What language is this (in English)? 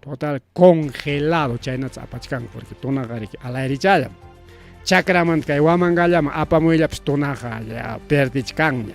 Ayacucho Quechua